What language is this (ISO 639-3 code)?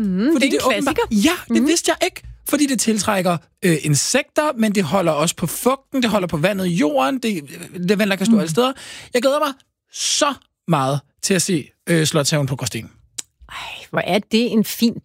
dan